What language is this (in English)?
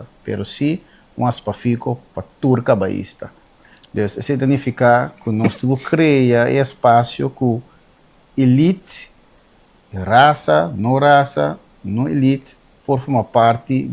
Papiamento